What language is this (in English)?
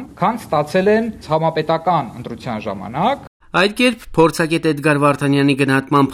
Armenian